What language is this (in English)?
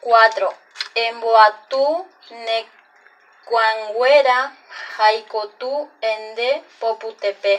Guarani